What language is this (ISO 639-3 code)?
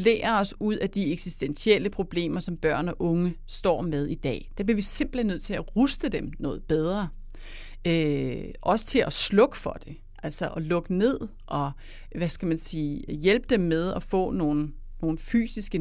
dan